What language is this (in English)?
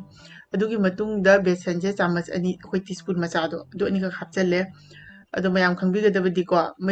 Manipuri